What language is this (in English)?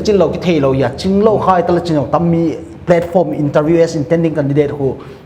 Paite Chin